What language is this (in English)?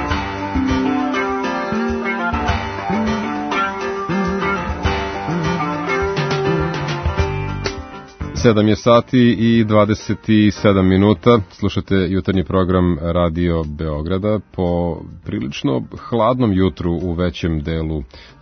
Serbian